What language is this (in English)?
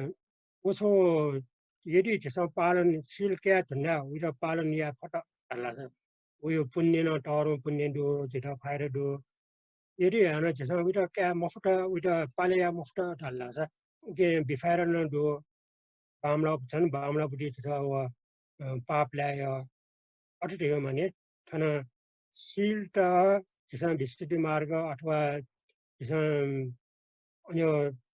Newari